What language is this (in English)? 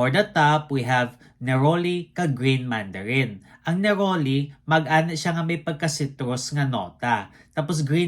Hiligaynon